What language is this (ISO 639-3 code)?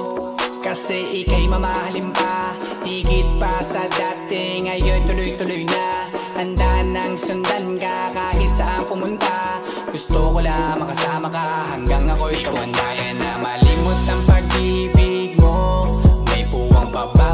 fil